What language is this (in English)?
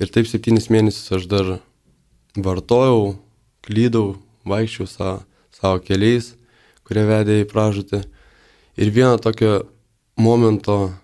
Lithuanian